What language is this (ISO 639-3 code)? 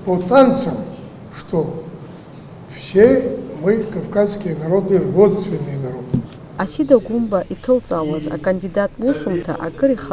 abk